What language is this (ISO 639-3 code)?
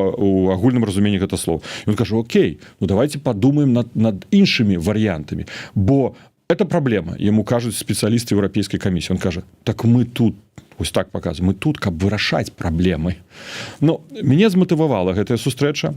bel